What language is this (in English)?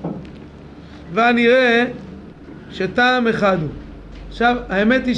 Hebrew